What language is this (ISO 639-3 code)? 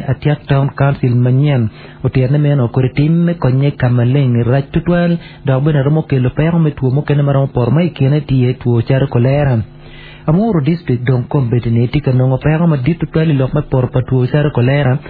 ach